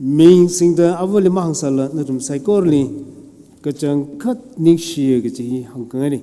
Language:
Tangkhul Naga (India)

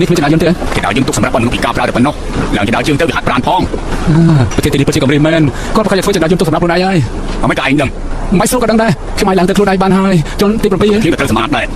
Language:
Khmer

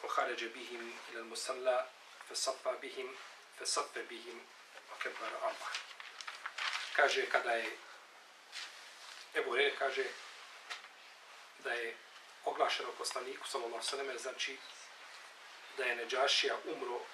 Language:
Bosnian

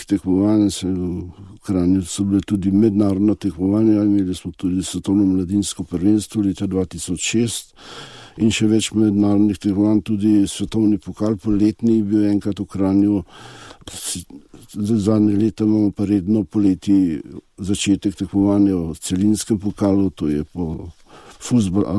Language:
Slovenian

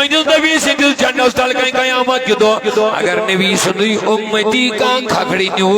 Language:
Kashmiri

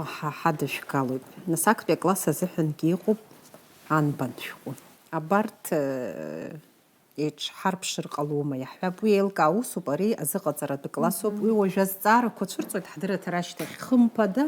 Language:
Abkhazian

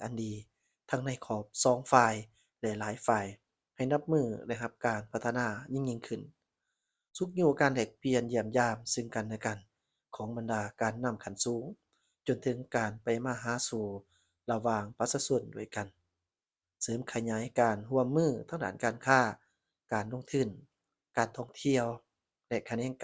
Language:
Lao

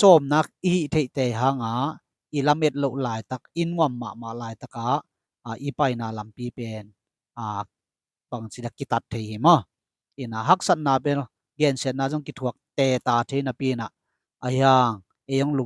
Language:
Tedim Chin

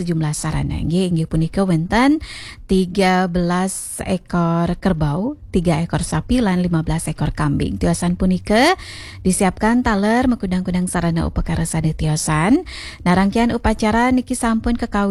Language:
Balinese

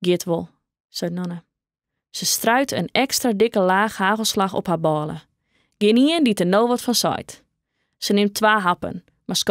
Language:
Western Frisian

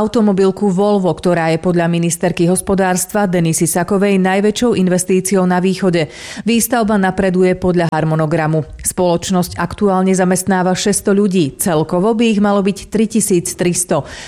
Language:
Slovak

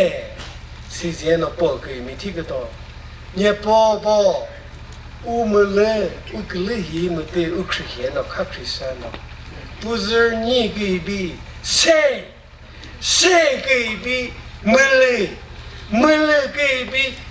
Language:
Chokri Naga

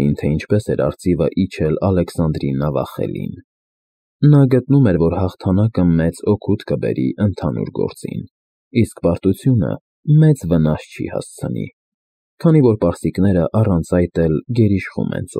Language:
Armenian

